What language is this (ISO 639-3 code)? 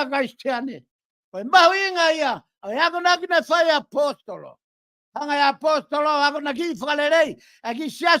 ton